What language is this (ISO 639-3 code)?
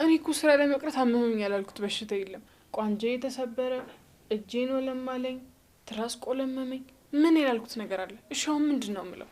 amh